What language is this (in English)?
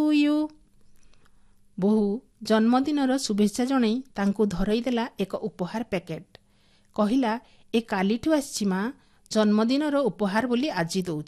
Odia